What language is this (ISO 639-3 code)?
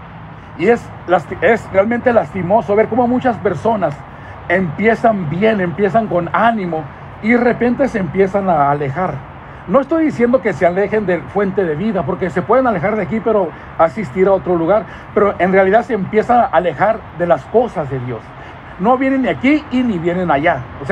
spa